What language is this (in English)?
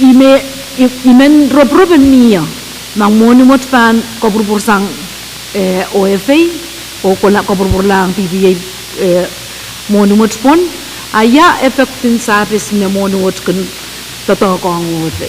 Pohnpeian